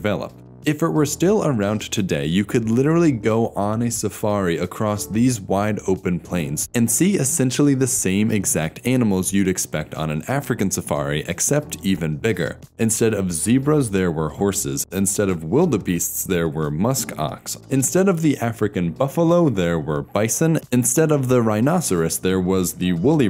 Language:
English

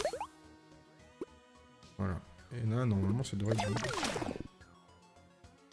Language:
French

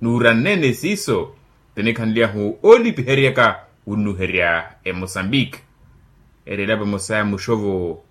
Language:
Makhuwa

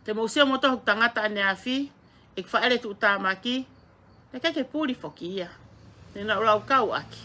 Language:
Tongan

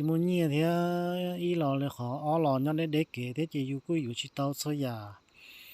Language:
Hmong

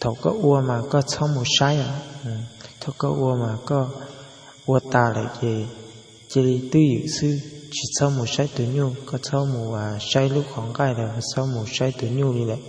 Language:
Hmong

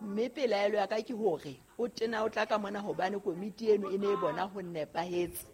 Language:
Southern Sotho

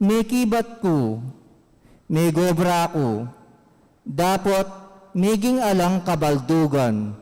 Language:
Pampanga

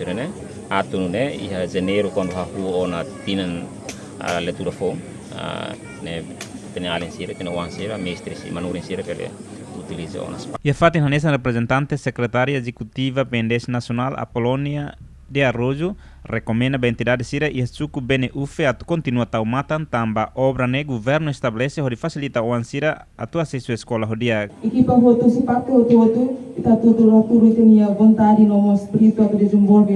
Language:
Tetum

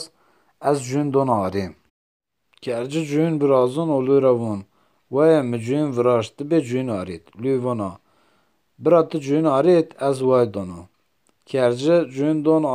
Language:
Zaza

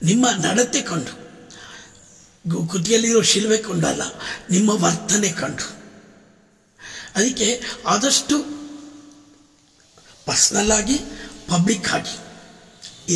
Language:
Kannada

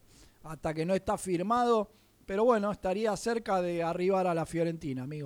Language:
Spanish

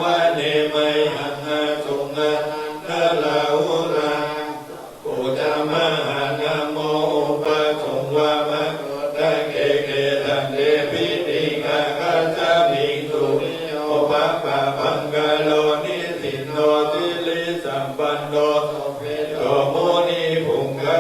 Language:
Pali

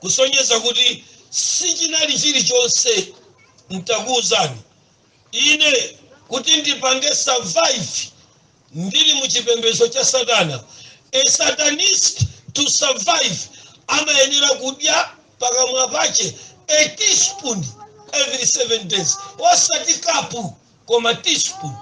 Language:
Nyanja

